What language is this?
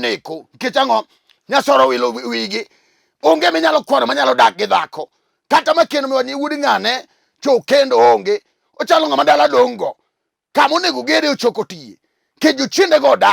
Luo (Kenya and Tanzania)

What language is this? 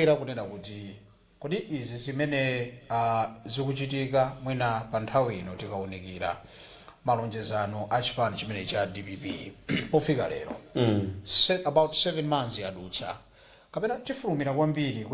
Nyanja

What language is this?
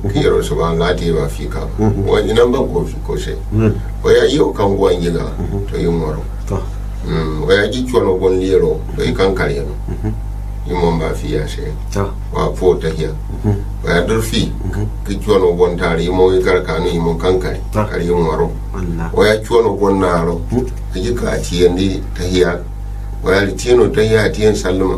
Gourmanchéma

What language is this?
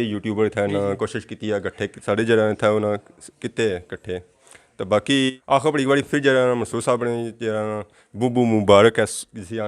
Pahari-Potwari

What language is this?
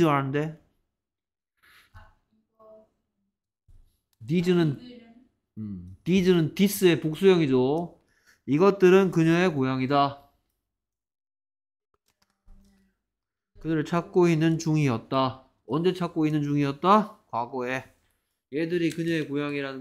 Korean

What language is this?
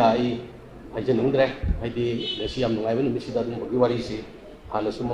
Manipuri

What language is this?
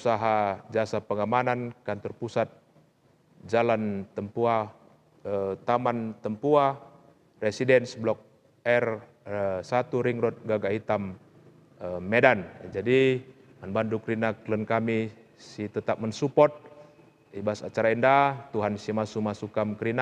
Batak Karo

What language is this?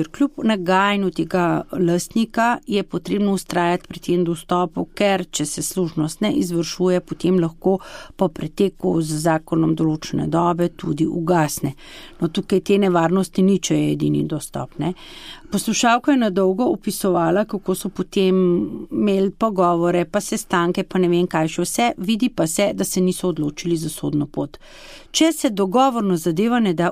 Slovenian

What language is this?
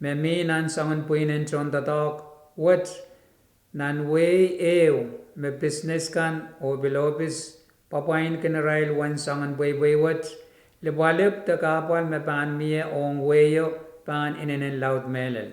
Pohnpeian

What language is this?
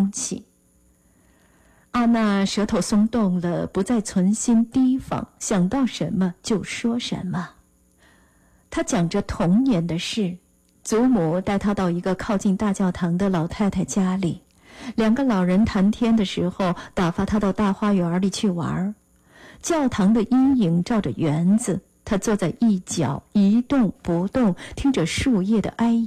Chinese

